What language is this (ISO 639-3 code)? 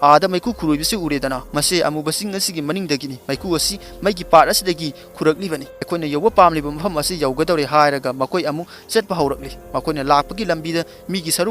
mni